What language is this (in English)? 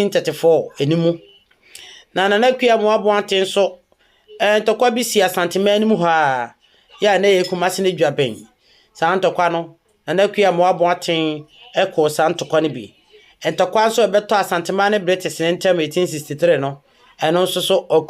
Akan